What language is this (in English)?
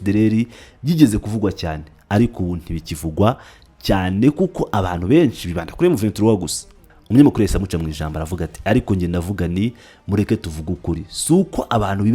Kinyarwanda